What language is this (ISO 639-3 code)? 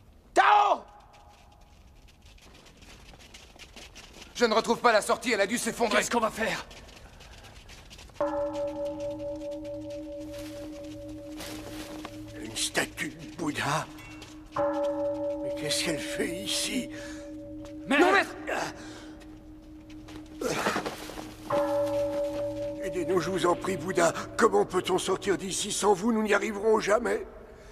fra